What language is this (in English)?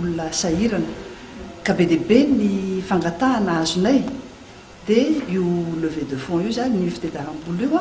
Malagasy